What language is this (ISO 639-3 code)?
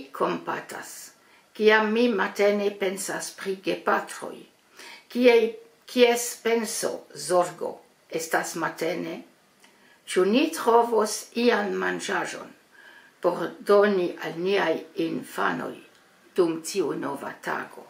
epo